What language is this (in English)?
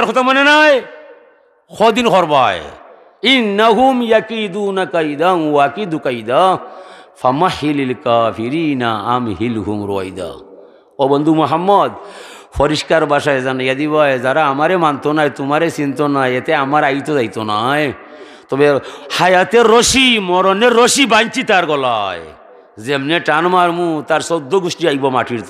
Sylheti